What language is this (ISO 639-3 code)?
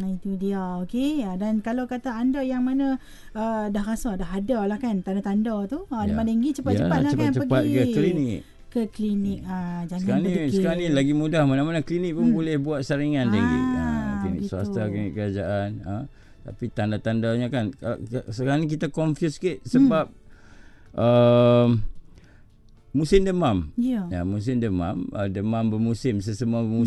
msa